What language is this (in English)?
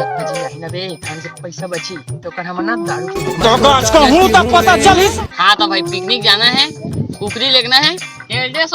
Chhattisgarhi